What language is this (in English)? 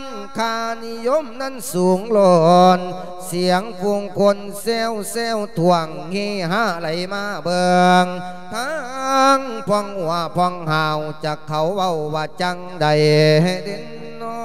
Lao